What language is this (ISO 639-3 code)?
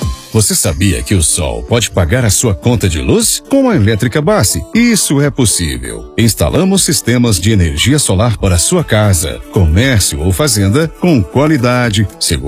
por